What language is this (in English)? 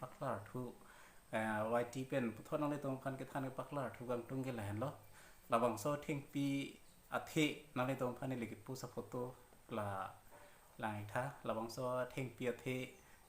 Karbi